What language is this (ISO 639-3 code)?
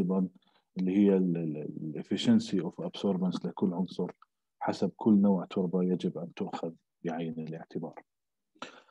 ajp